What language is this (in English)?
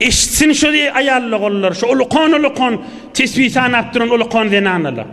Turkmen